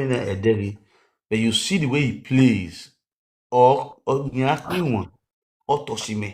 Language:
Nigerian Pidgin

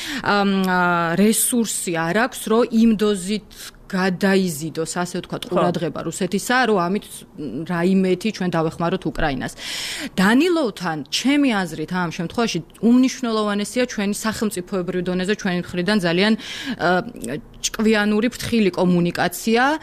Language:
Georgian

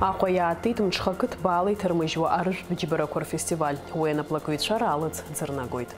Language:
Abkhazian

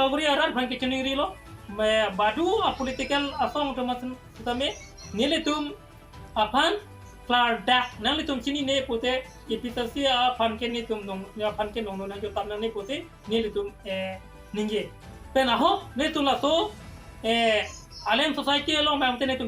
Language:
Karbi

